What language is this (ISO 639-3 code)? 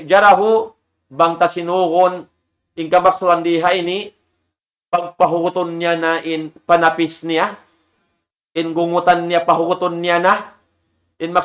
tsg